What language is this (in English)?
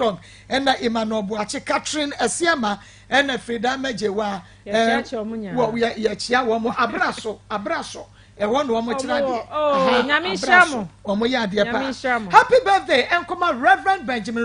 Akan